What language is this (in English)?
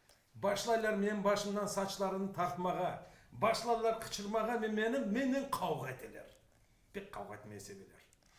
Crimean Tatar